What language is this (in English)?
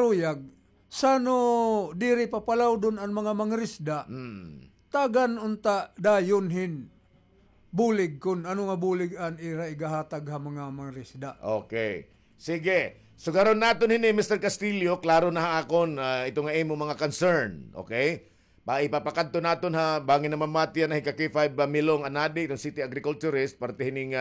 Waray